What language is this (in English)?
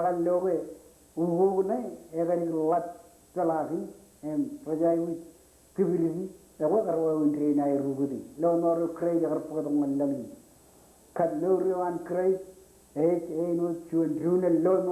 Marshallese